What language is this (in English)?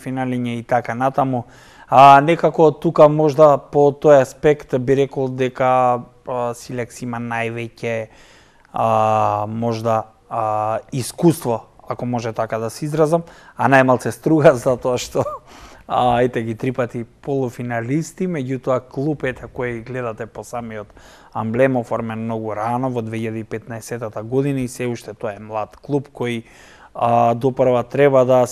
Macedonian